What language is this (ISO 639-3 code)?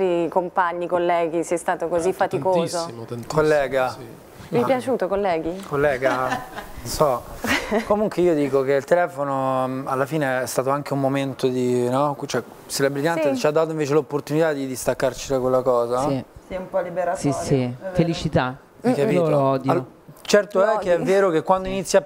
ita